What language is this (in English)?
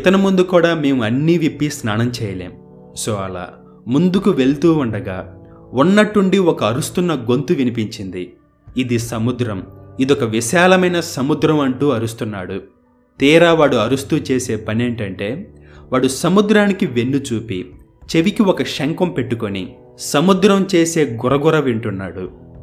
Telugu